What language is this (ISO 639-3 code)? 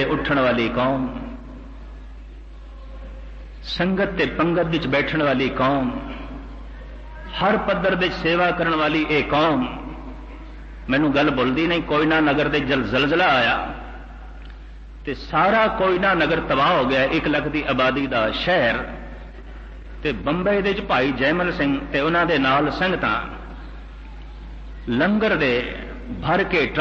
pan